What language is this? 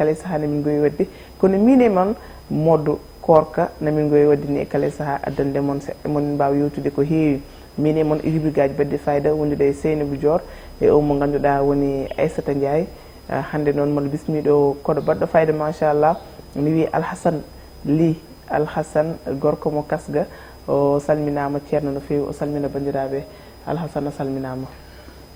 Fula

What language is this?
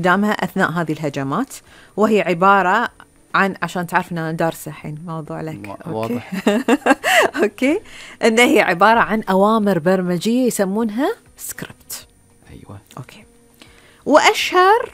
Gulf Arabic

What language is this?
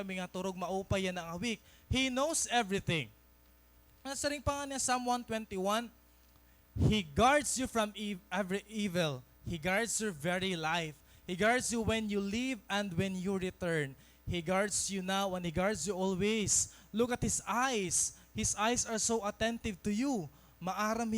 Waray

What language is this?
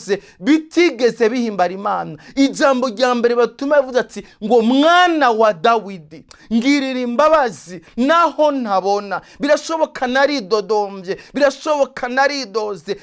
Rundi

